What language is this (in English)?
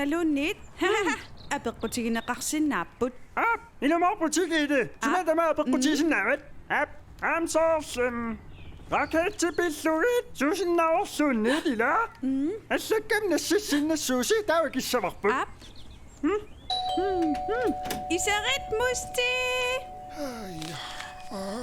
Kalaallisut